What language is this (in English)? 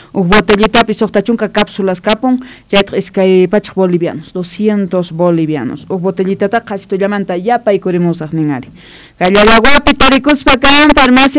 South Bolivian Quechua